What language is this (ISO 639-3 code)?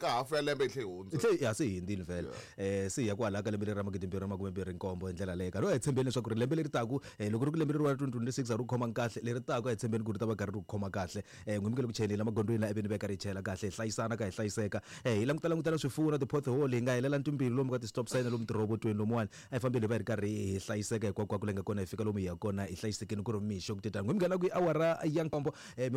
tso